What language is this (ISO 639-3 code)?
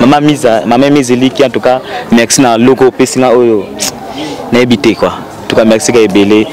lin